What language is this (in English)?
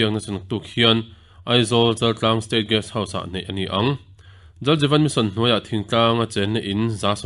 Mizo